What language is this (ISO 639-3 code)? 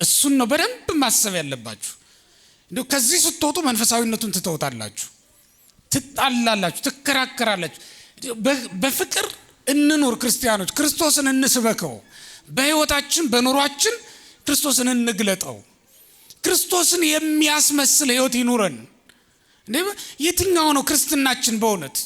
amh